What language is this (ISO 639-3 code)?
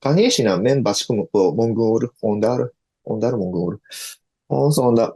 tyv